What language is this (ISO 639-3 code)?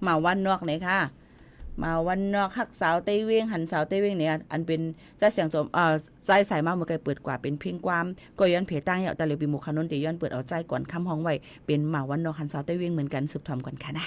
shn